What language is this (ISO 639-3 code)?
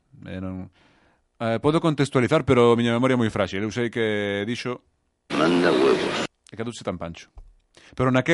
glg